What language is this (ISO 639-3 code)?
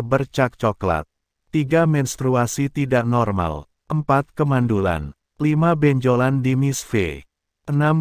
ind